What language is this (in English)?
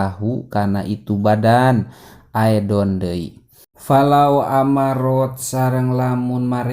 Sundanese